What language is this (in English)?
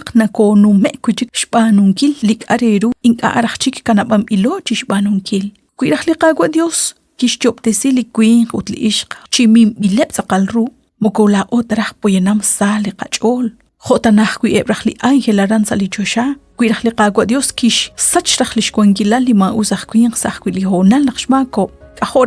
Kekchí